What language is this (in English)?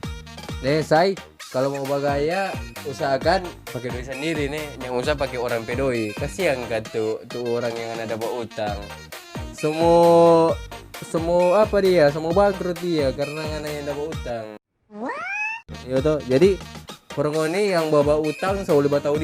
Manado Malay